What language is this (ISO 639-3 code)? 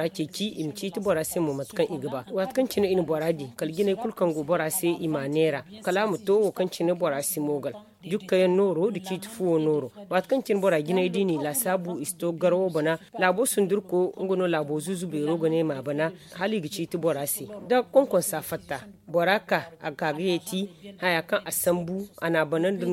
dje